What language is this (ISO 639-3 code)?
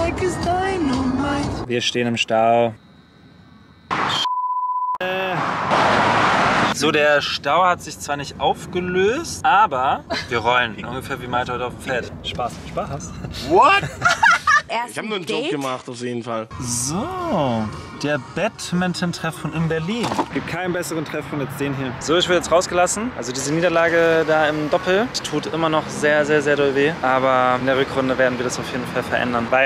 deu